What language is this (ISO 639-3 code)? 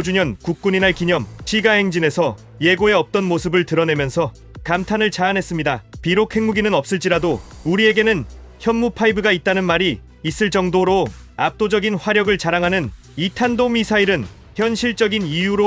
kor